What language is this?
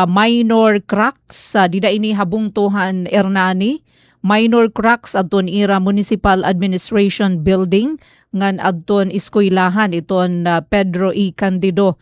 Waray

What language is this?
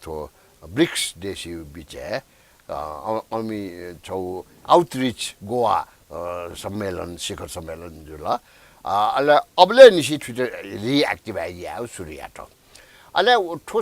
Newari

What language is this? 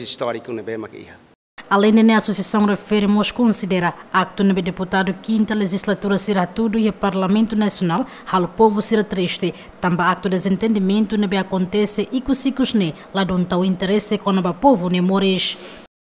Tetum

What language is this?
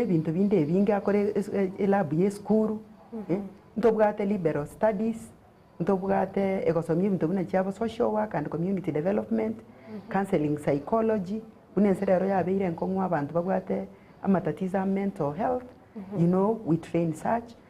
Gusii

